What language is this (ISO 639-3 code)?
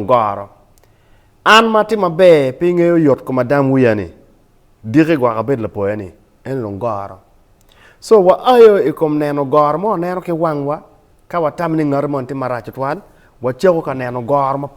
ach